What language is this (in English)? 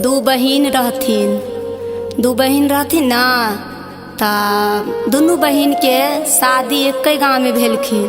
Maithili